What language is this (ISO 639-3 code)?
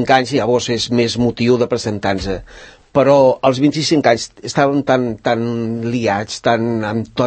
cat